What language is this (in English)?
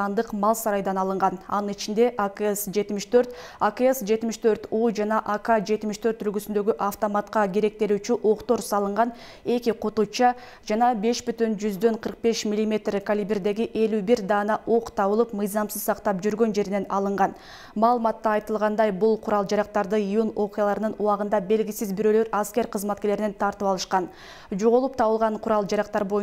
Kyrgyz